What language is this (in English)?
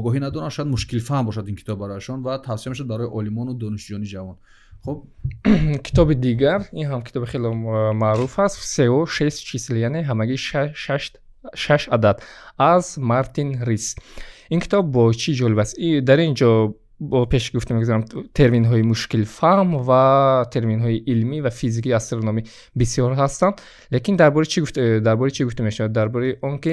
Tajik